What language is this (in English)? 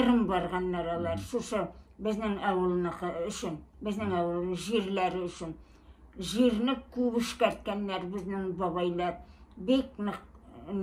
Bashkir